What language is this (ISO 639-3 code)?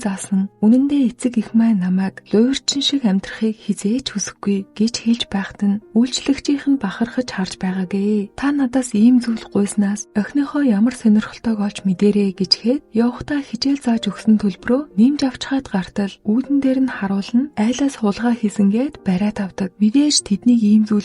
mon